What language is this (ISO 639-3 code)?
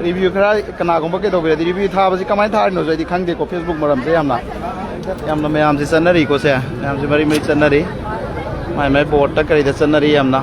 mni